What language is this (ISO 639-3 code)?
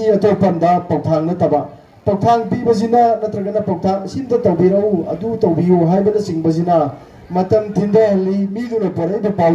mni